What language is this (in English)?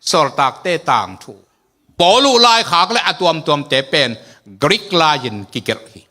Tedim Chin